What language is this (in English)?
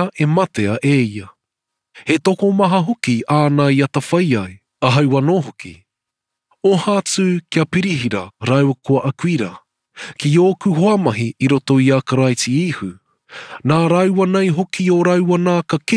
Māori